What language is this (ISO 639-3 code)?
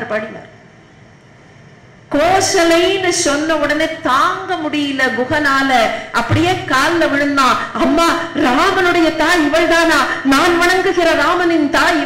tam